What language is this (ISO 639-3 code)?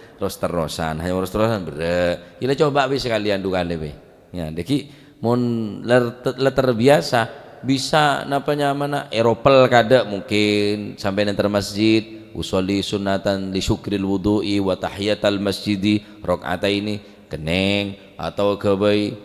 mad